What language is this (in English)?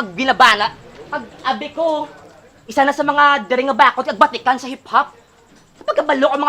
Hiligaynon